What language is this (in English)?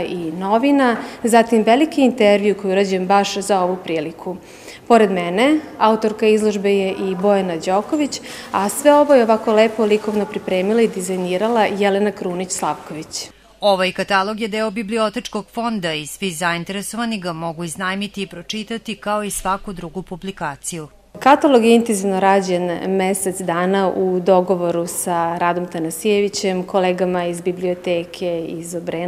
Serbian